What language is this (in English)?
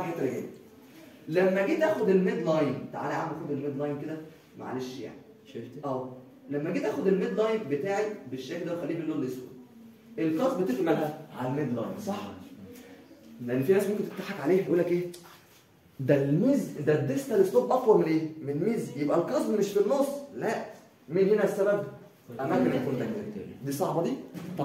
Egyptian Arabic